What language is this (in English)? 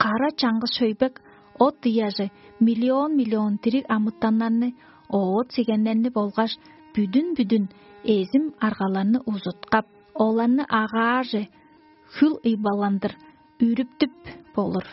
Tuvinian